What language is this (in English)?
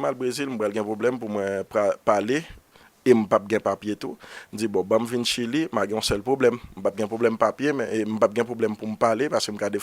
Haitian Creole